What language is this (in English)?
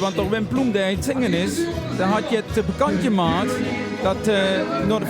Limburgish